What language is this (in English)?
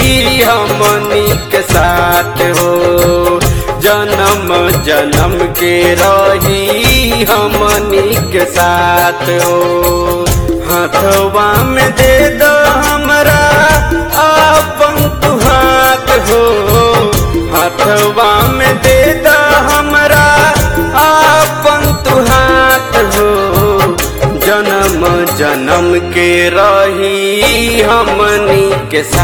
Bhojpuri